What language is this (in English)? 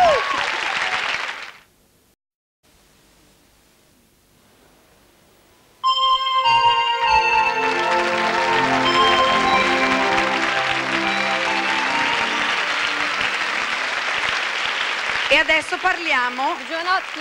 Italian